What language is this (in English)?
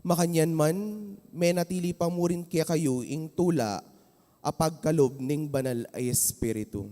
Pampanga